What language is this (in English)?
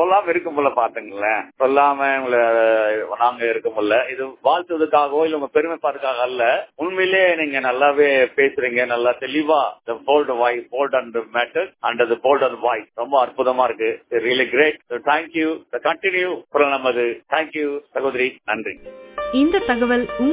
Tamil